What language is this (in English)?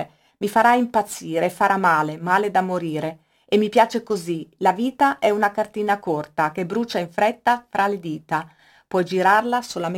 Italian